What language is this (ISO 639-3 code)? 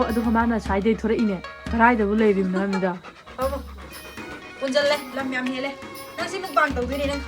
mni